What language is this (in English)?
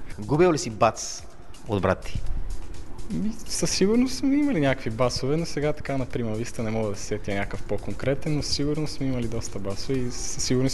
Bulgarian